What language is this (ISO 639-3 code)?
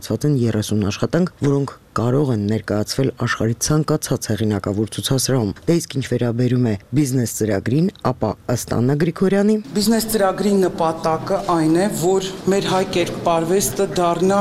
hye